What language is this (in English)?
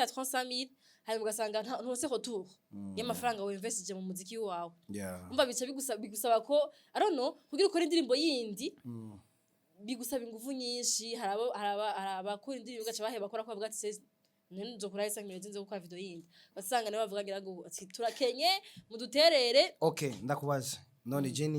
Rundi